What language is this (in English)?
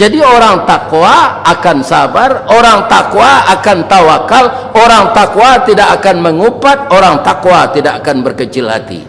Minangkabau